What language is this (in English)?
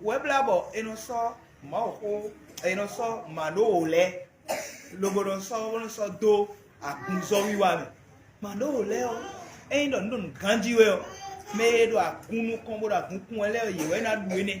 Fon